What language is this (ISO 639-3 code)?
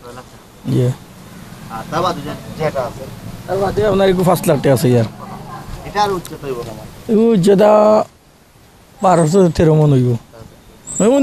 syl